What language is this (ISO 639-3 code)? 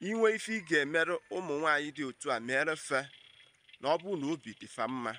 ibo